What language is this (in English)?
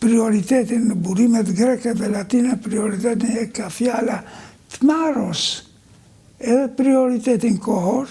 Albanian